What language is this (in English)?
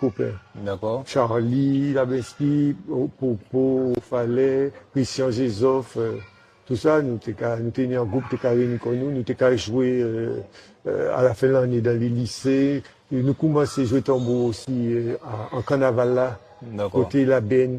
Guadeloupean Creole French